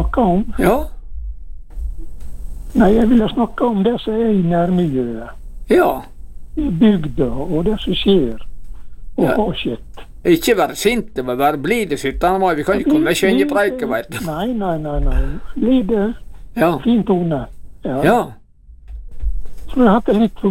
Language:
Norwegian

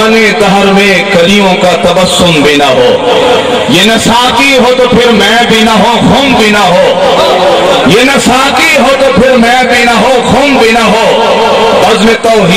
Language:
Urdu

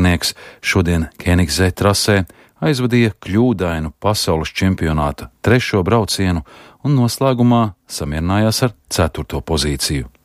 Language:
Latvian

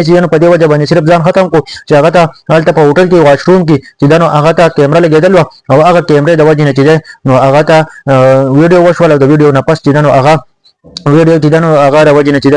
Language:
Pashto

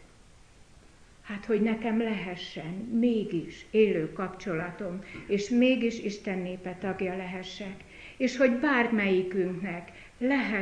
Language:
Hungarian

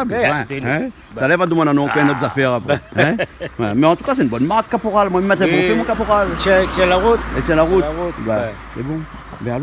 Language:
Réunion Creole French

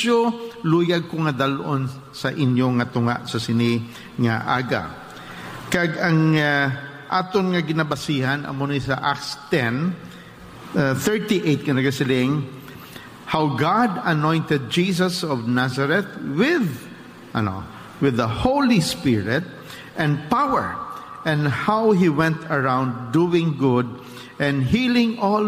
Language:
Hiligaynon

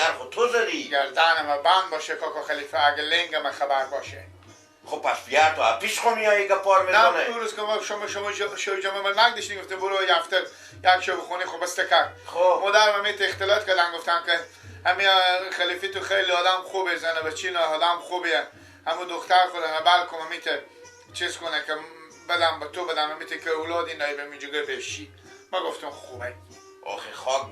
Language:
Persian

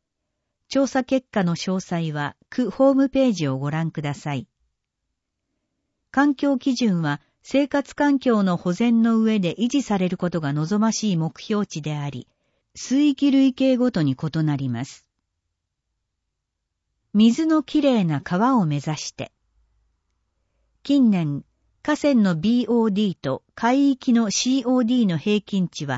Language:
Japanese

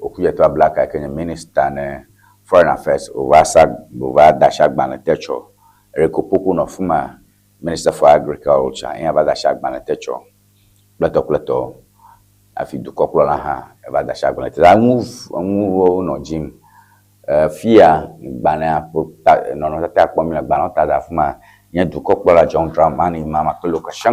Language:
Ewe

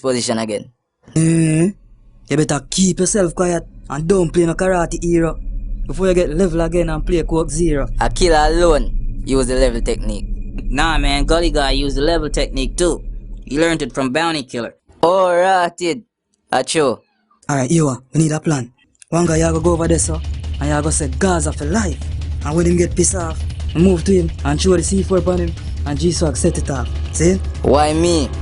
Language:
Jamaican Creole English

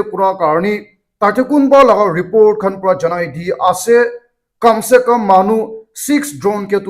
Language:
Naga Pidgin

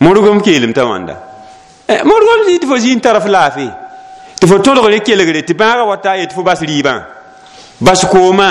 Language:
Mossi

